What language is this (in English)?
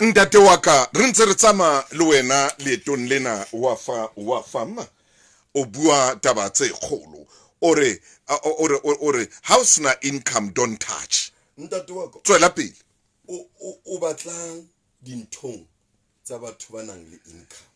Southern Sotho